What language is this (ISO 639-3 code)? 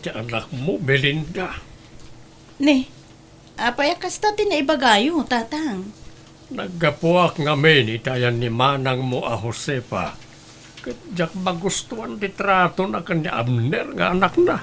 ilo